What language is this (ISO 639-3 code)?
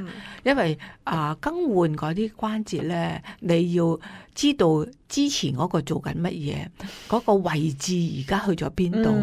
yue